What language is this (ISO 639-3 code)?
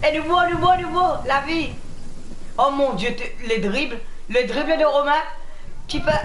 mfe